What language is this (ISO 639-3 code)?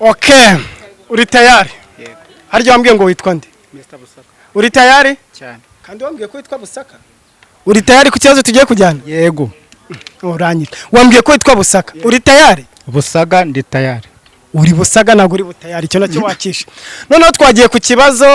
kin